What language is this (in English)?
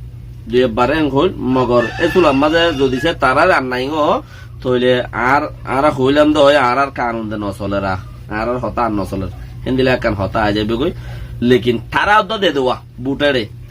Rohingya